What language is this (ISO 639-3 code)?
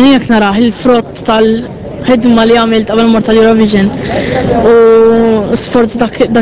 mlt